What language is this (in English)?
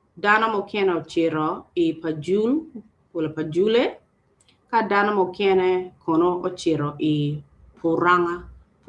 Acoli